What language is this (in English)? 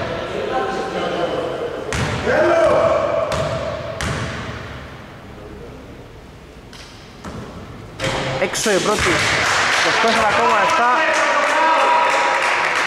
Greek